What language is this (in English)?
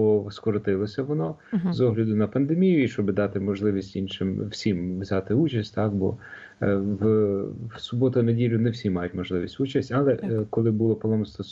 Ukrainian